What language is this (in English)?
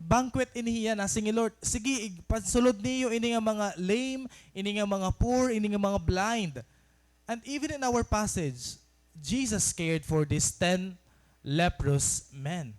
Waray